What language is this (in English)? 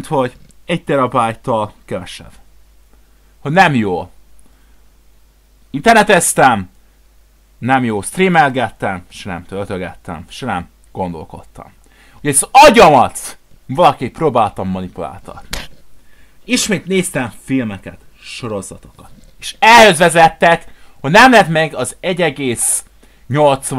Hungarian